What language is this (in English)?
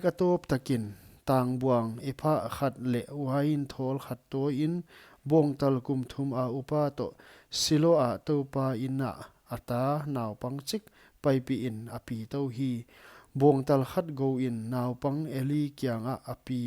Paite Chin